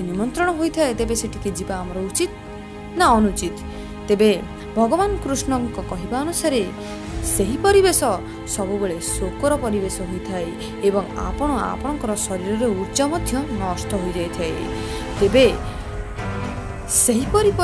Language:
Odia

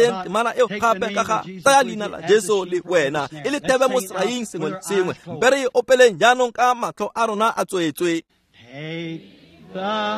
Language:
Tswana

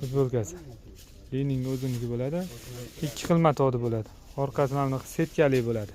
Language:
Uzbek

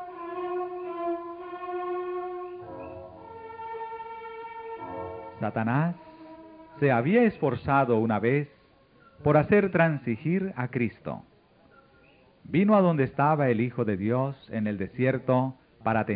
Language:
Spanish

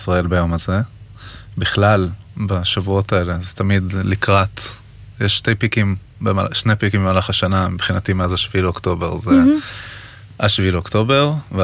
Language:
Hebrew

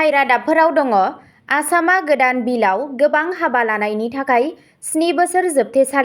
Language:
Bodo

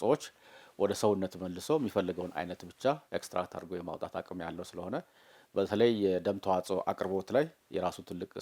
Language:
Amharic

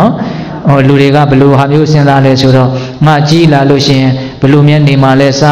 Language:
Burmese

